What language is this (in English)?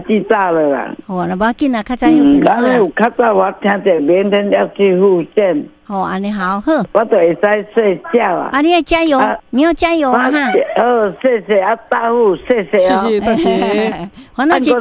Min Nan Chinese